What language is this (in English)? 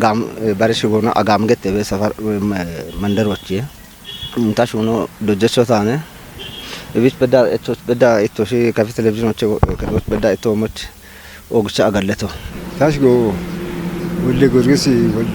Kafa